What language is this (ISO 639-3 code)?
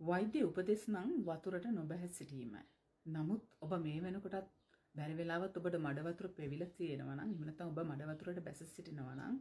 sin